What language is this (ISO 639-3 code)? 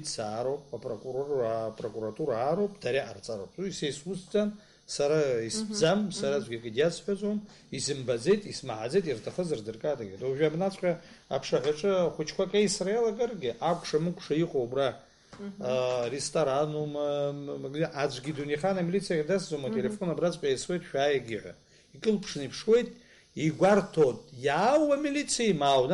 abk